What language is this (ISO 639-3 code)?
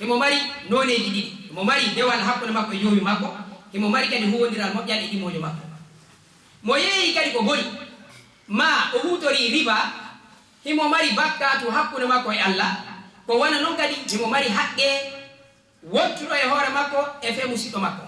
ful